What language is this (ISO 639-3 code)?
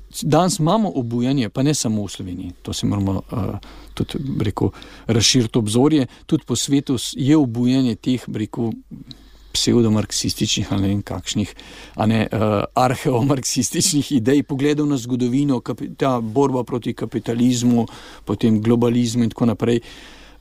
slv